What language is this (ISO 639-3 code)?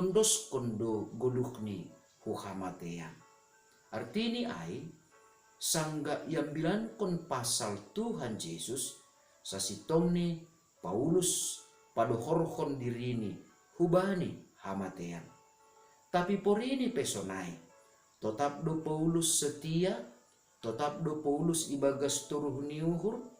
bts